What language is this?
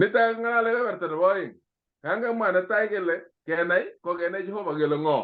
Kalenjin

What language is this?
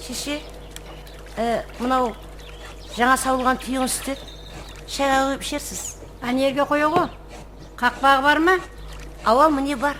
Kara-Kalpak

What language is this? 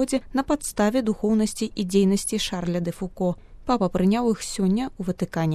Belarusian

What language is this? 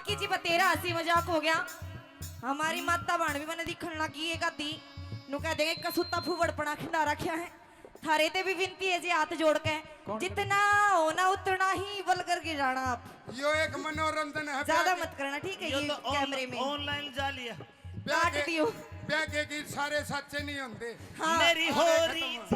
Haryanvi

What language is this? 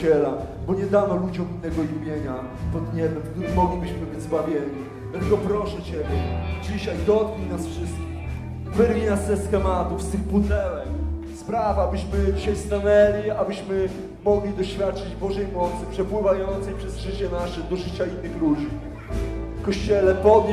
Polish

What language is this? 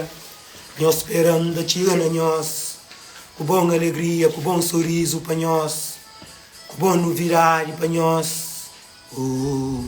Kabuverdianu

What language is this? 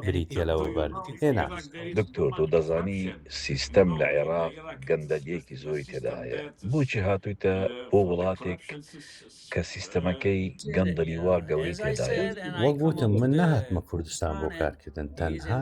Central Kurdish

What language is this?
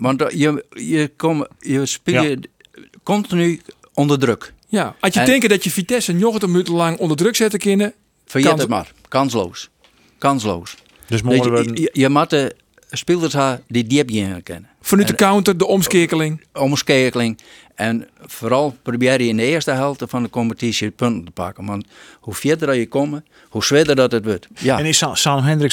Western Frisian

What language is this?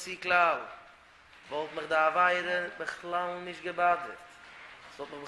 Yiddish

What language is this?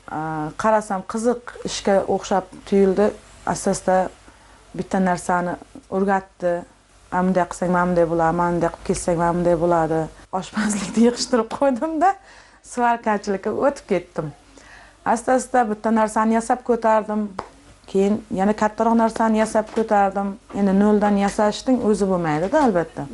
Uzbek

